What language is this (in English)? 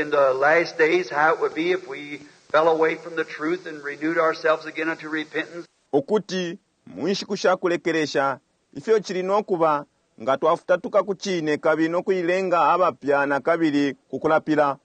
Bemba